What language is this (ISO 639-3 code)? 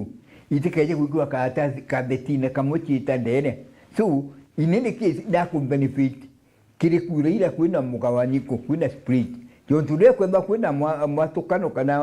mer